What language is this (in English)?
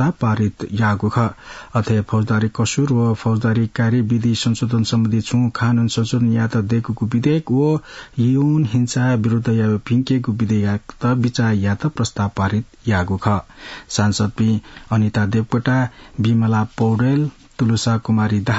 Newari